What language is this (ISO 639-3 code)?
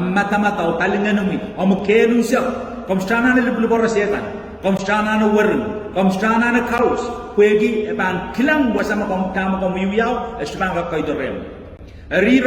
pon